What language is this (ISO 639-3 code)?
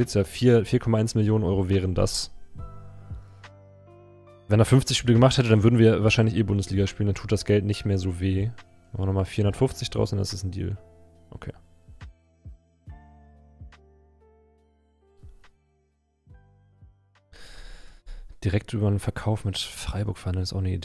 deu